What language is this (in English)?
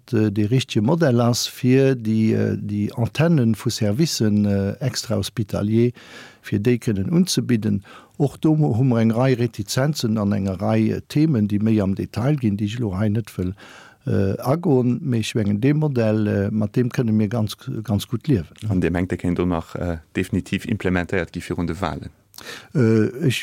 Luxembourgish